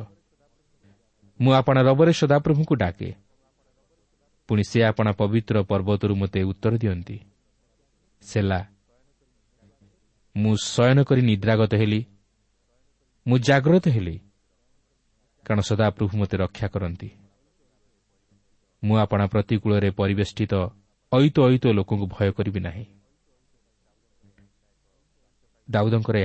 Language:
Odia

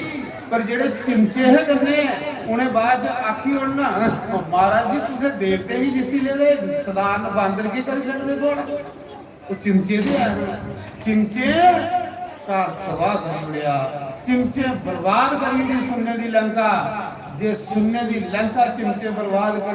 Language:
Dogri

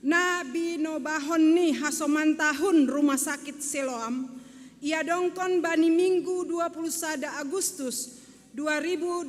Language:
Batak Simalungun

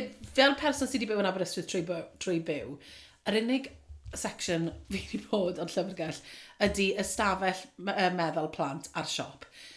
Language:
Welsh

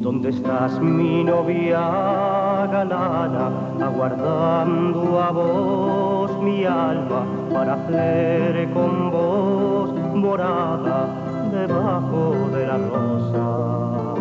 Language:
Ladino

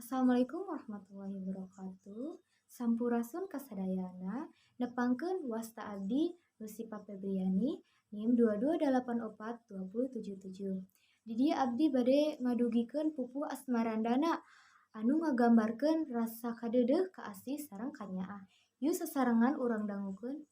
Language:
Sundanese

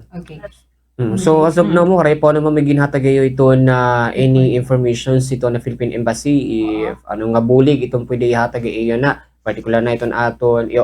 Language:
Waray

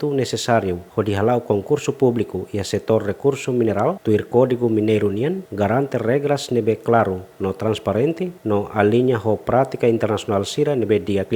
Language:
Tetum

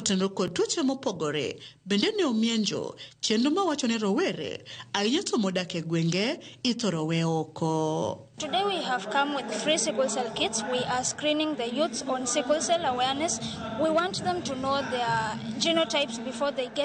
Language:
Luo (Kenya and Tanzania)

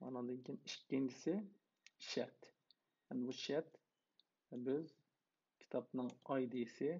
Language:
Uyghur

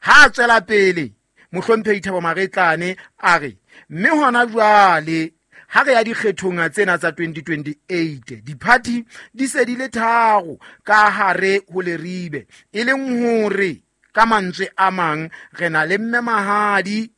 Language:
Southern Sotho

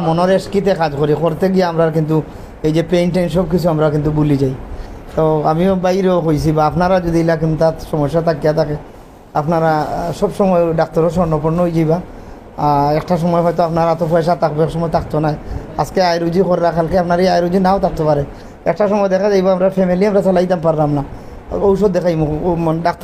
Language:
Sylheti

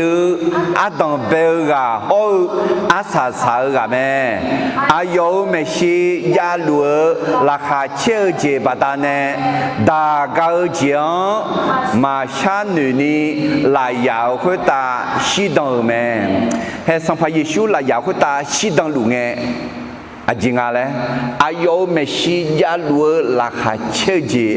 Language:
Akha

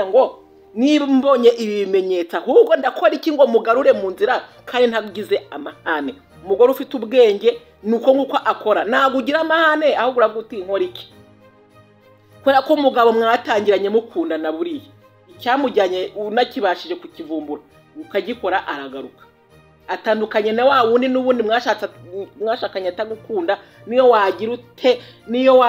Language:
Kinyarwanda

